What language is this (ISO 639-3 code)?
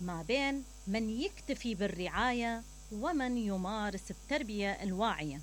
acm